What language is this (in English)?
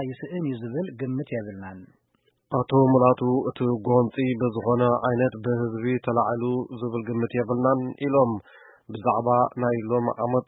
Tigrinya